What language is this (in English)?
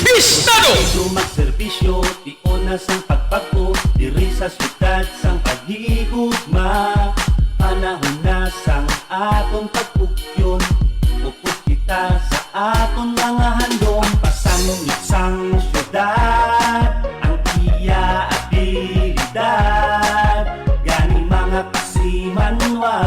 Hiligaynon